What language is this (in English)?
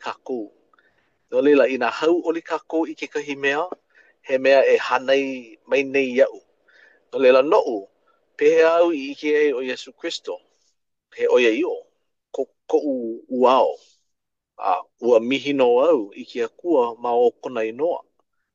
Hawaiian